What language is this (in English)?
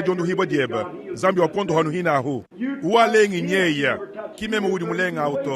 Luba-Lulua